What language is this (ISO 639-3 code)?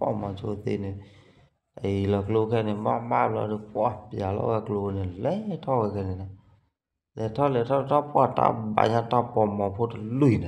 ksw